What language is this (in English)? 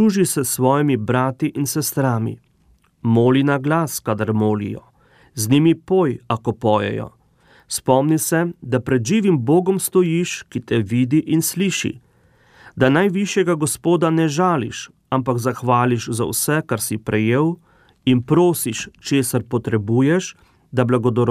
Slovenian